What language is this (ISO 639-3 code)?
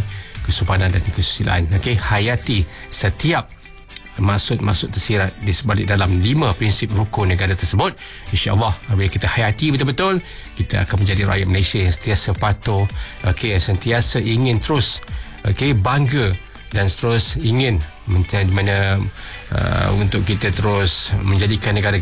msa